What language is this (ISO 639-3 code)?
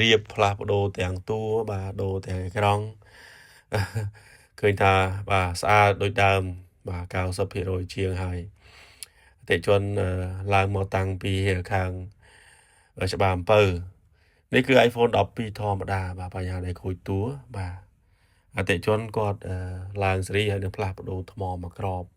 khm